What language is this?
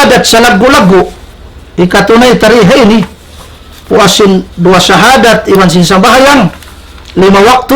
Tausug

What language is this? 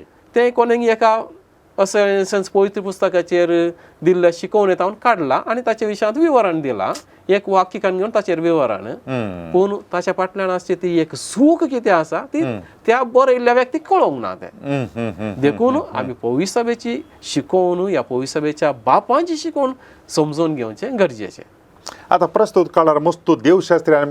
Konkani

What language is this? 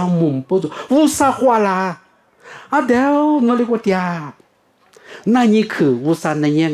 Lisu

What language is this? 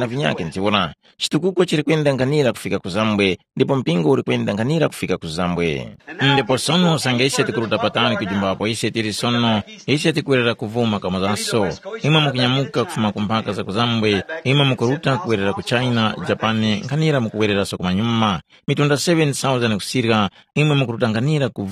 Tumbuka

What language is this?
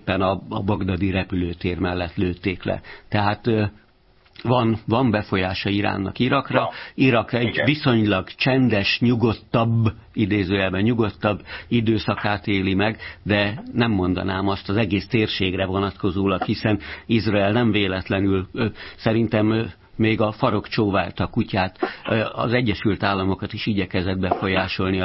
Hungarian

